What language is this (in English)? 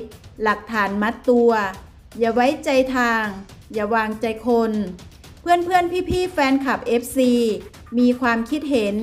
Thai